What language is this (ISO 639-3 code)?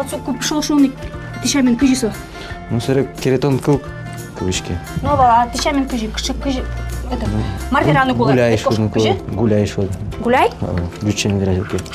udm